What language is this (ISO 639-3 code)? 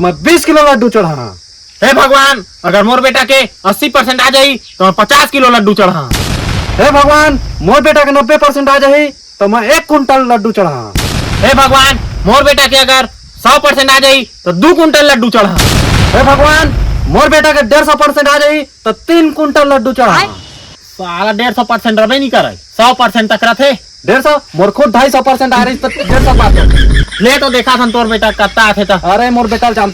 hne